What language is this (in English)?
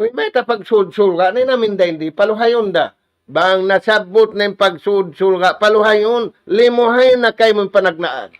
Tausug